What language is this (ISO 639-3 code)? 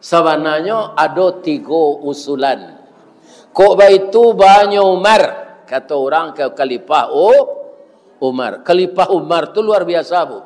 min